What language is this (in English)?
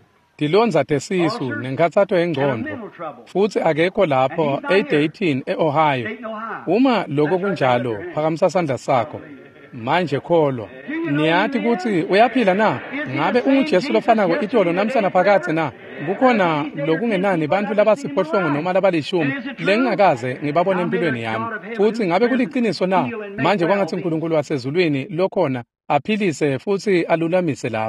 Swati